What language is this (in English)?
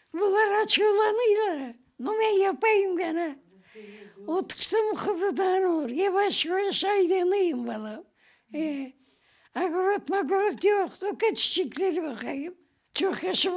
Crimean Tatar